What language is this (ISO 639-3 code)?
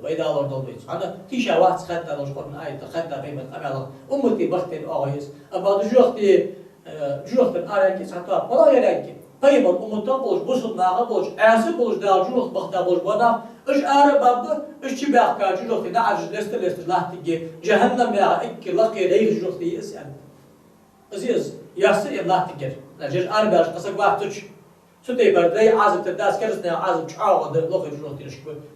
inh